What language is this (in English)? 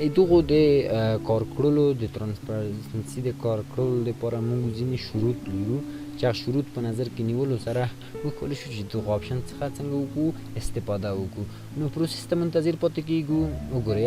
Pashto